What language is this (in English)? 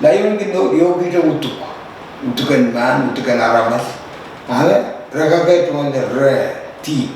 Pohnpeian